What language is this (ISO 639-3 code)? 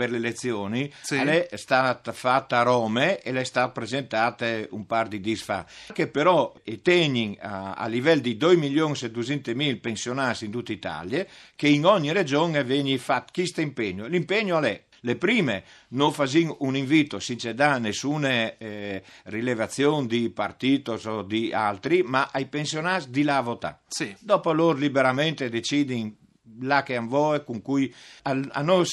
fur